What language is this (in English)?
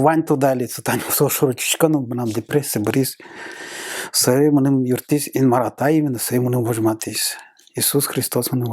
Udmurt